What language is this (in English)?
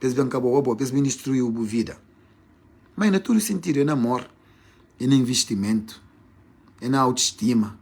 Kabuverdianu